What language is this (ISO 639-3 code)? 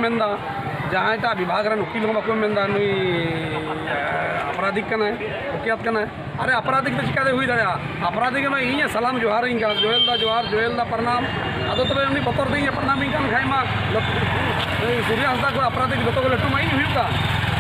sat